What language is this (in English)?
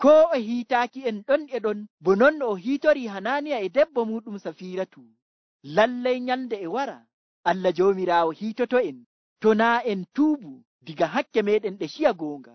Nigerian Fulfulde